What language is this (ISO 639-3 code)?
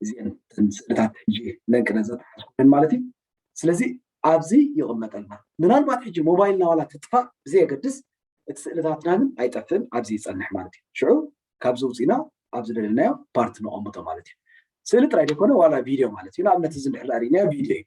tir